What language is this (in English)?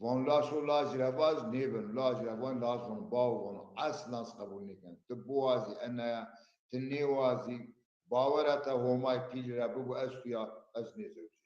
Zaza